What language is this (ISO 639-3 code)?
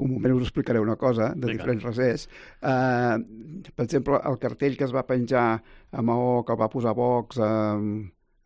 cat